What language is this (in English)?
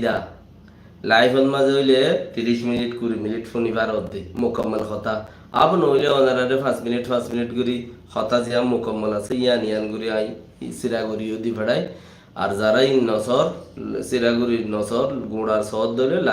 Rohingya